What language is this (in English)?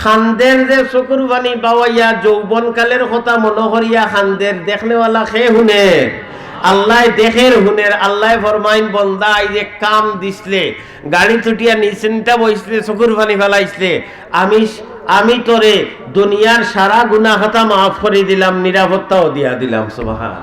Sylheti